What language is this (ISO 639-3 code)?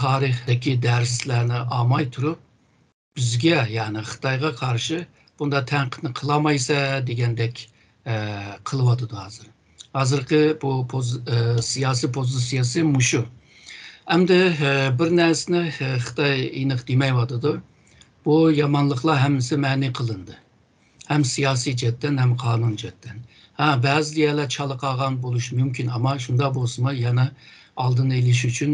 uig